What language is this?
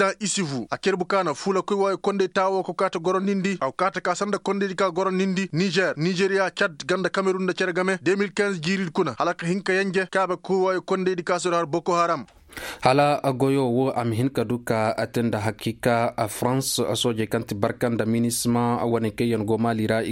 Koyraboro Senni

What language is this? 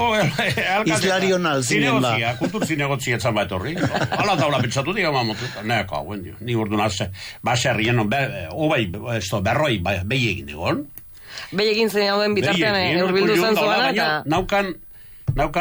Basque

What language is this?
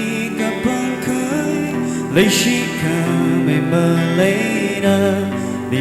Tangkhul Naga (India)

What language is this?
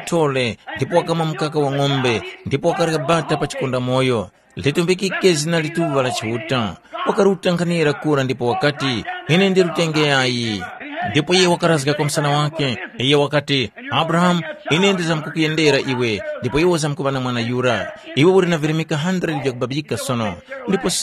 Tumbuka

